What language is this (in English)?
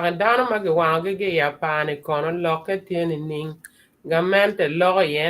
Acoli